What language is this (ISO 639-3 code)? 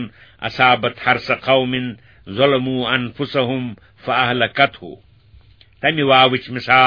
kas